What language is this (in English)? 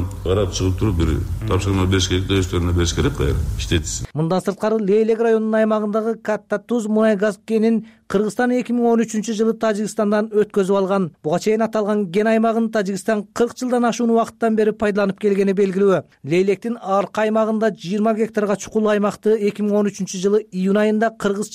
Kyrgyz